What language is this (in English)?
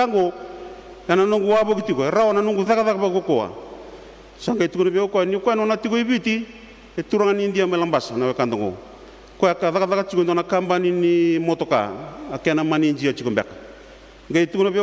Fijian